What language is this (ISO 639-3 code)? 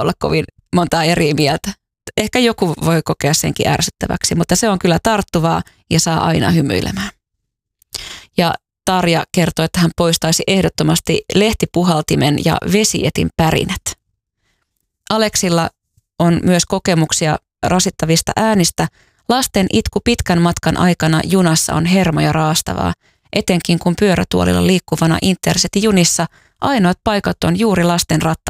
fin